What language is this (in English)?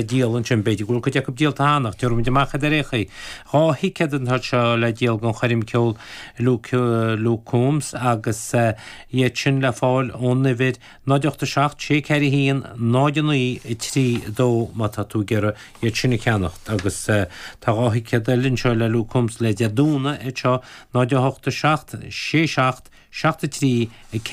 Irish